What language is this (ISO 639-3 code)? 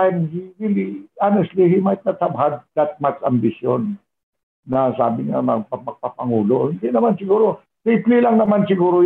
fil